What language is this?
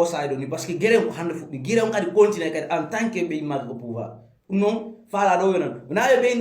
Pular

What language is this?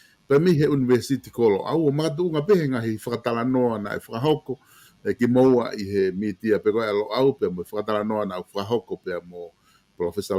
Tongan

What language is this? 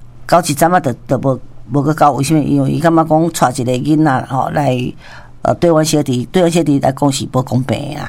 Min Nan Chinese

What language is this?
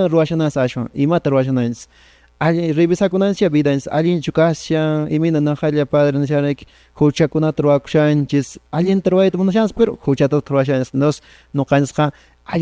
Quechua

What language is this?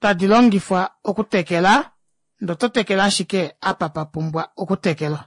Kuanyama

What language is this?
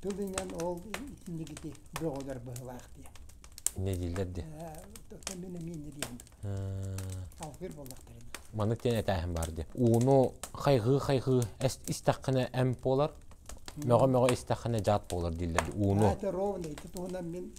Yakut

